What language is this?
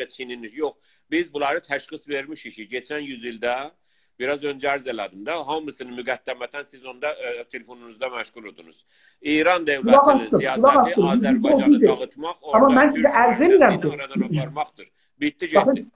South Azerbaijani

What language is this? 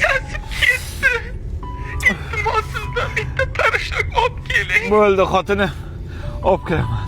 Uzbek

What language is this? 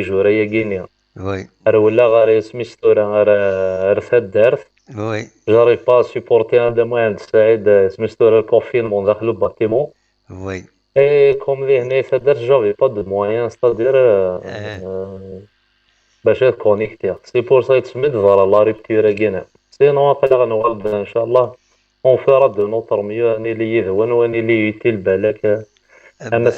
Kabyle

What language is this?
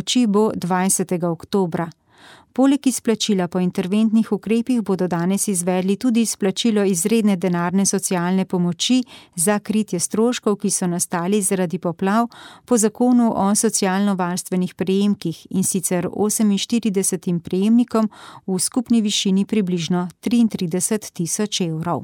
Slovenian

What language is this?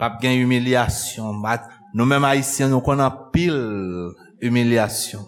Haitian Creole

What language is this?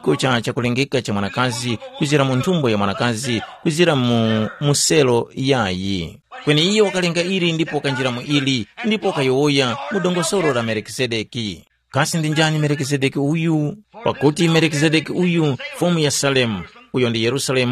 Tumbuka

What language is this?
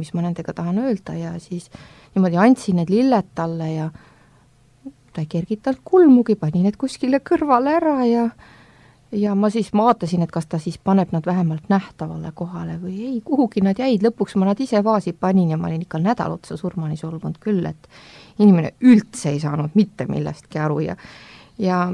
Estonian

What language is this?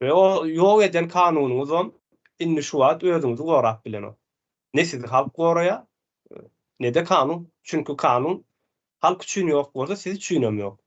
Turkmen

